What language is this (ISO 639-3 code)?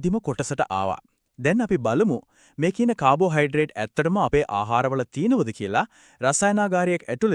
sin